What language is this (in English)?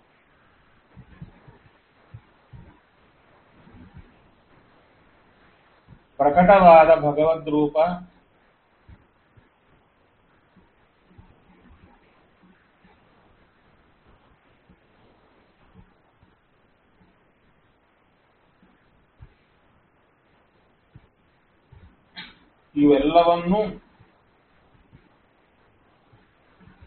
Kannada